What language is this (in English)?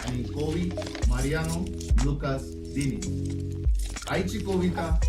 Konkani